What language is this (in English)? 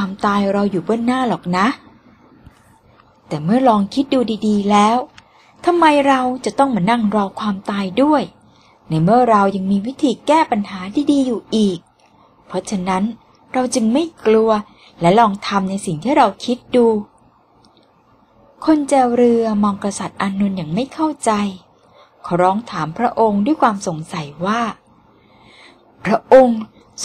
Thai